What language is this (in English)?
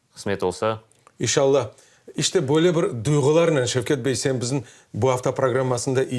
Crimean Tatar